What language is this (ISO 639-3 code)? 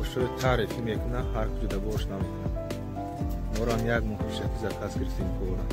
tgk